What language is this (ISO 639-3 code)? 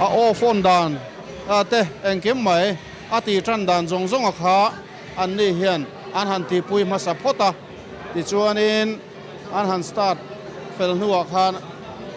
lus